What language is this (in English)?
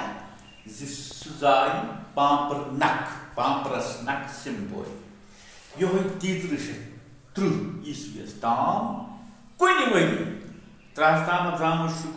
Kashmiri